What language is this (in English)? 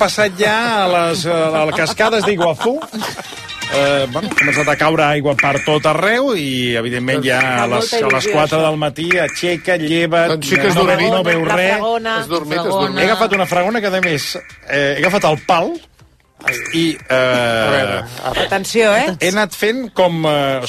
Catalan